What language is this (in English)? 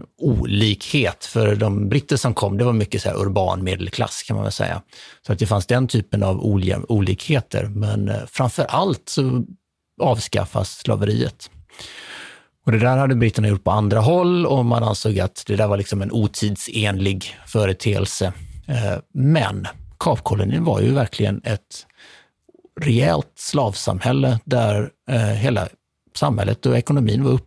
Swedish